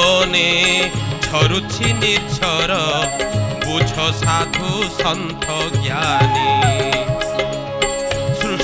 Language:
Odia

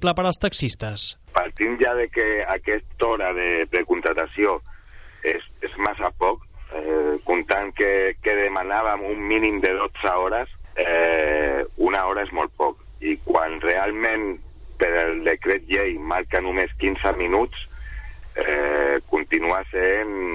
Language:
Catalan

